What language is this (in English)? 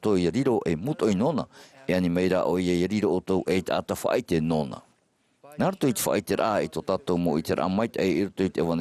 Tahitian